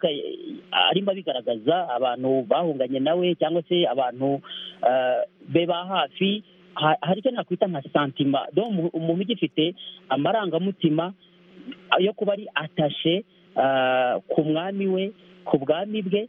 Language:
Kinyarwanda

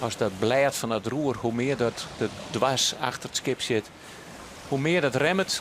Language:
Western Frisian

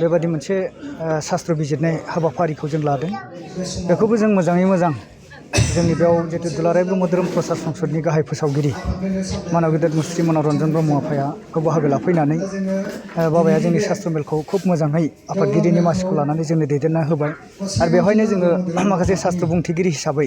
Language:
Bodo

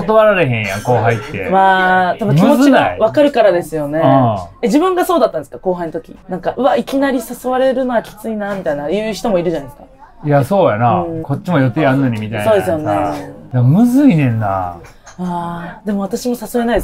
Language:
Japanese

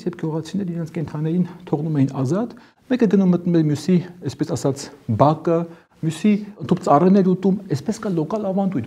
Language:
Armenian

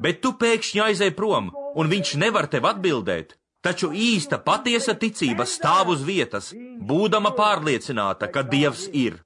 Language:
Latvian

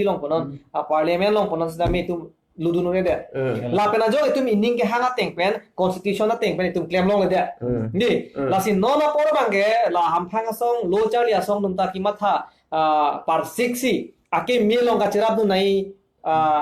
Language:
Karbi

